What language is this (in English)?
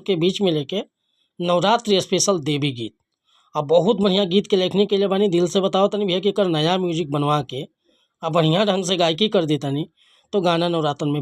Bhojpuri